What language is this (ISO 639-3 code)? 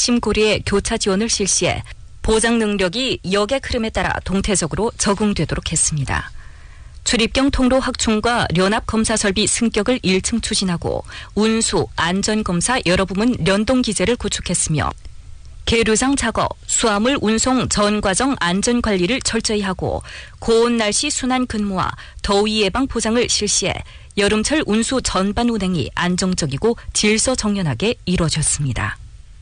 kor